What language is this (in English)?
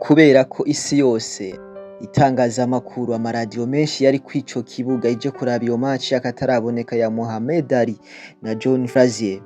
Rundi